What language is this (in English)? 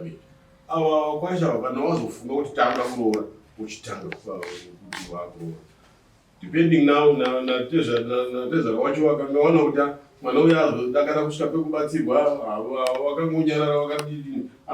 Shona